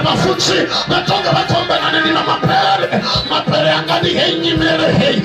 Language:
Venda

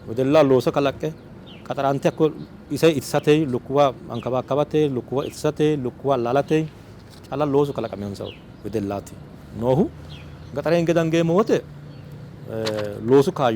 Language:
Sidamo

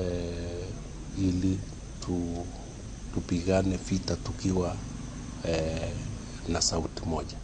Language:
Luo (Kenya and Tanzania)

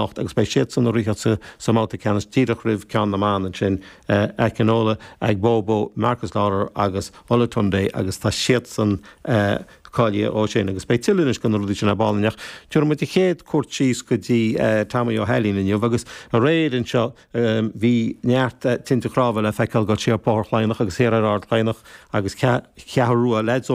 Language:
Irish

